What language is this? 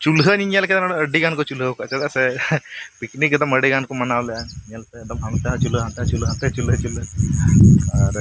Santali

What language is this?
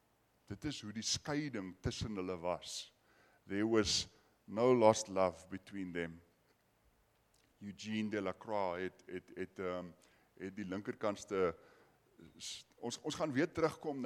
Afrikaans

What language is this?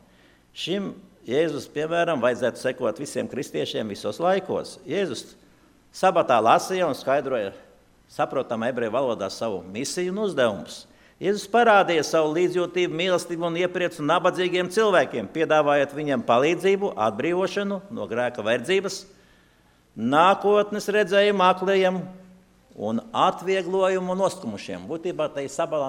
Latvian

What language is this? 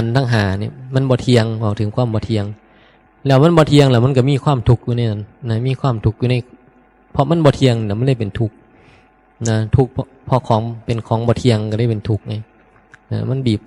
Northeastern Thai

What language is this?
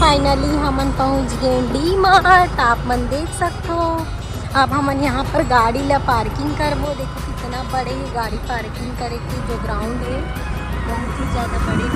Chhattisgarhi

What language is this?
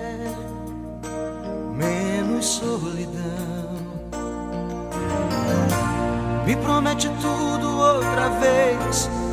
Portuguese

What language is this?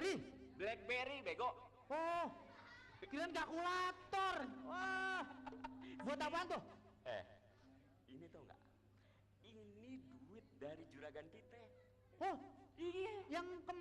Betawi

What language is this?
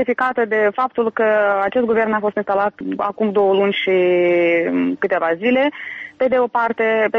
Romanian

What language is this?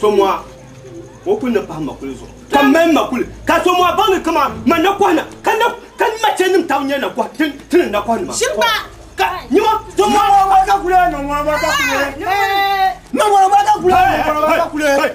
Dagbani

